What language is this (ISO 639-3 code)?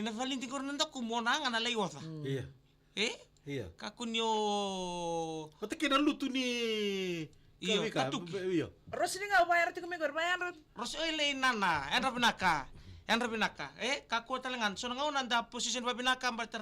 fij